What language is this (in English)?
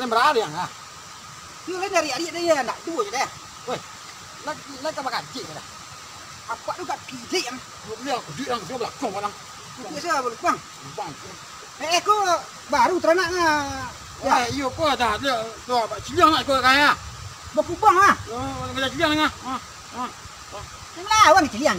Minangkabau